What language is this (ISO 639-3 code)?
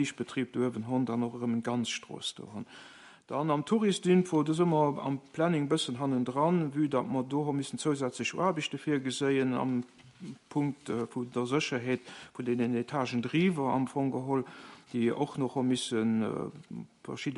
ltz